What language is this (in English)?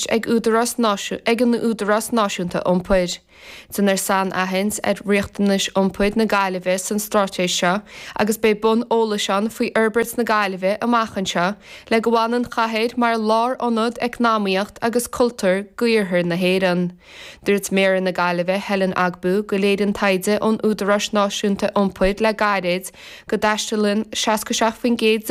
Irish